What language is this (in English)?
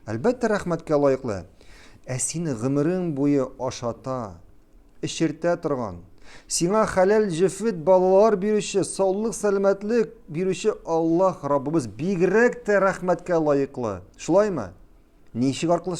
Tatar